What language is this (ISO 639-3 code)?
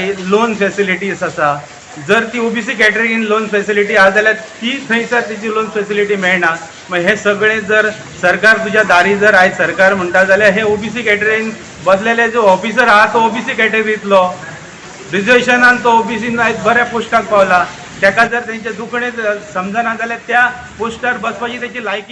kok